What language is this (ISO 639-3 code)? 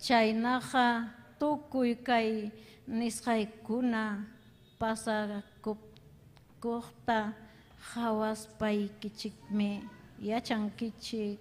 quy